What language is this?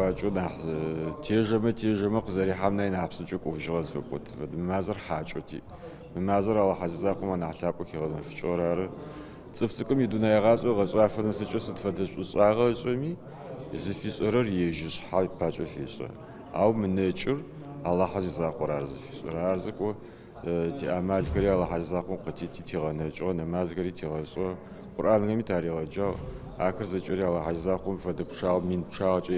Adyghe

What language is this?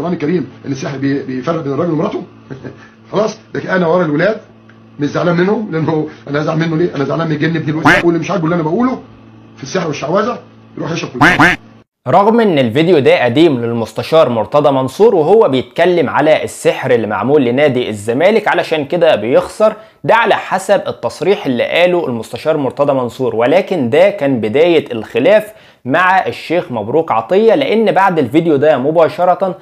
Egyptian Arabic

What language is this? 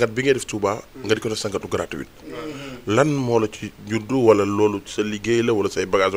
Wolof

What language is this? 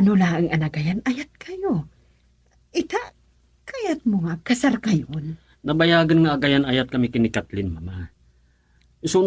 Iloko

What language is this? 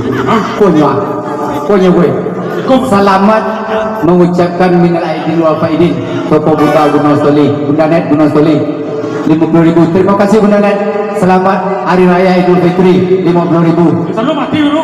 Minangkabau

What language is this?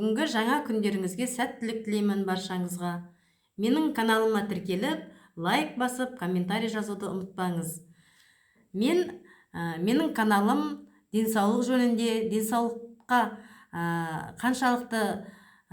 Kazakh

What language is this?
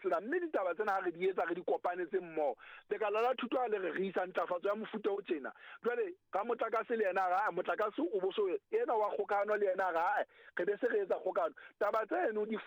Southern Sotho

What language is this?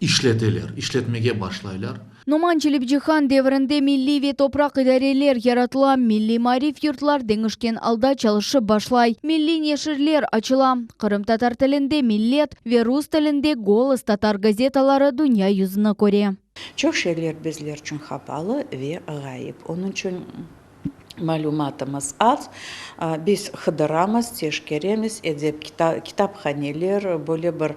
Crimean Tatar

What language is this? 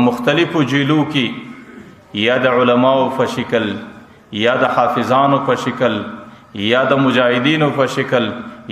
Pashto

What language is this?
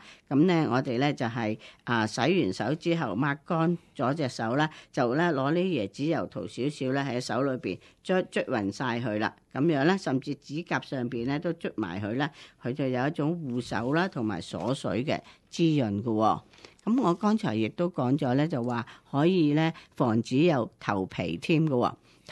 Cantonese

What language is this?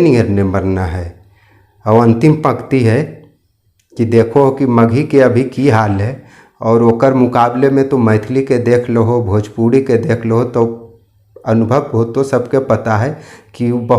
Magahi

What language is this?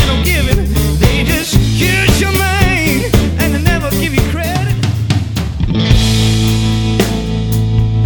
Danish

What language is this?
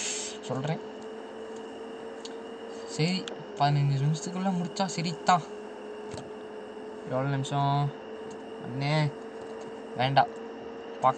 Tamil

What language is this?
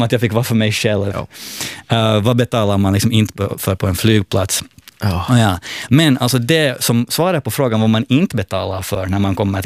Swedish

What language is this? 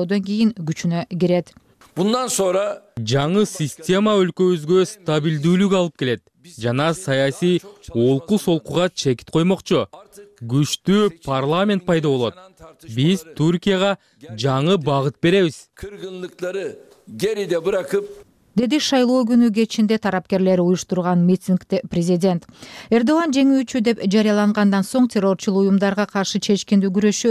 Kyrgyz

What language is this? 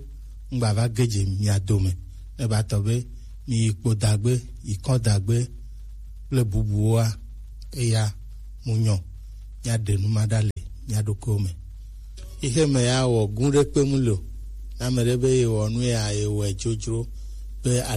Gen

